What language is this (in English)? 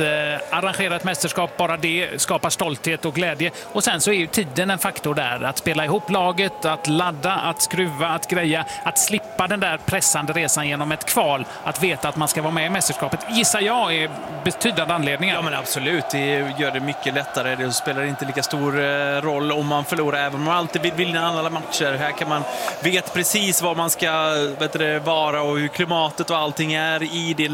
Swedish